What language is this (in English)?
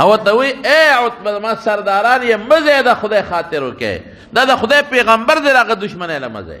Pashto